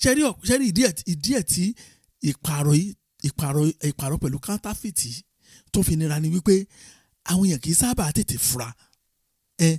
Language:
Yoruba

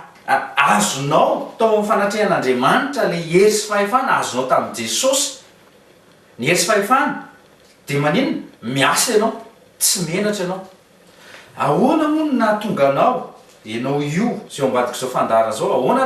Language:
Malagasy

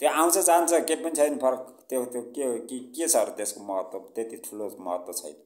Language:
Nepali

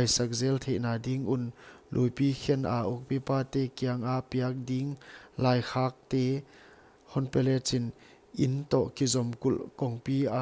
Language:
Paite Chin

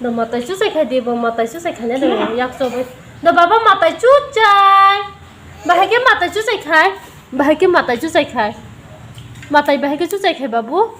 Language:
Kok Borok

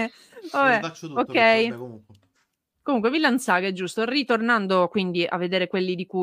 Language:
Italian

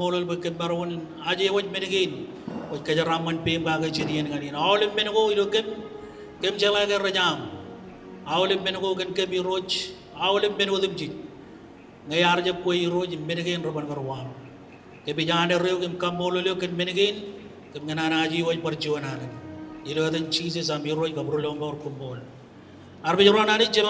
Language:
Marshallese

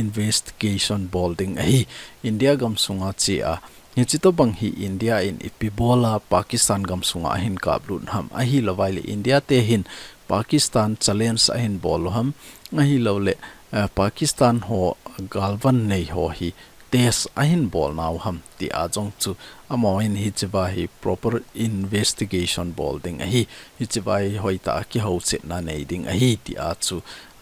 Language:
Thado Chin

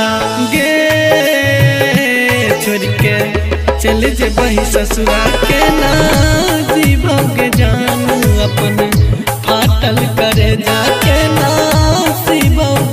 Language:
Bhojpuri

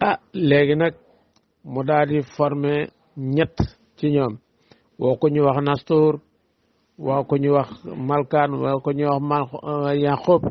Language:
Wolof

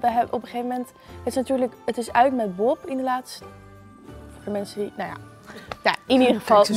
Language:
Dutch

